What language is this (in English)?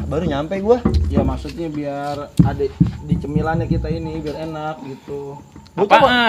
Betawi